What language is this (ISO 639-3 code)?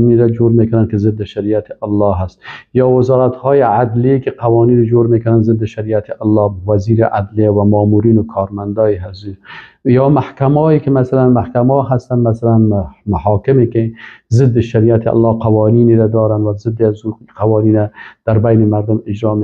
fas